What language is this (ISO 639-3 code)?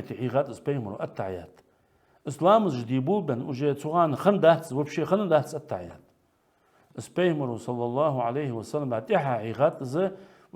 inh